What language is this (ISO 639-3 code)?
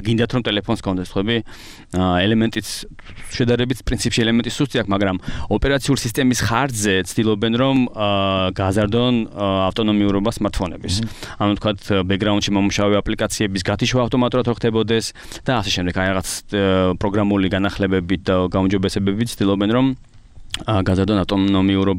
kat